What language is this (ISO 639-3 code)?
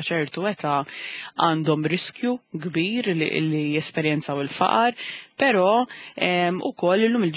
mlt